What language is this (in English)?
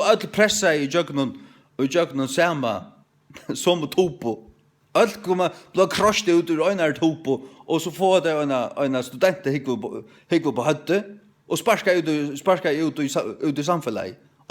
Faroese